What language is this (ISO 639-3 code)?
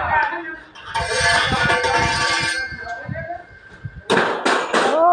lao